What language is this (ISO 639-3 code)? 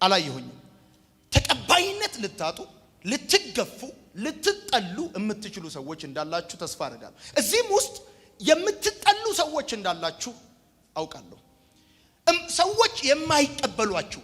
amh